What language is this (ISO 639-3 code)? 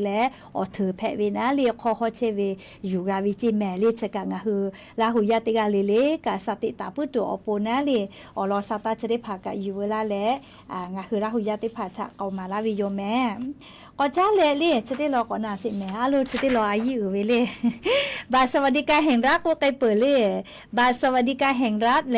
lhu